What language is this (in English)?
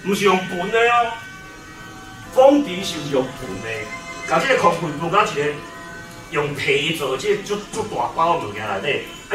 Min Nan Chinese